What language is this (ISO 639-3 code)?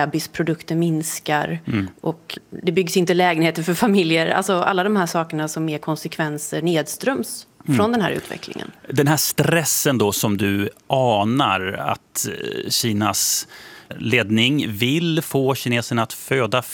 swe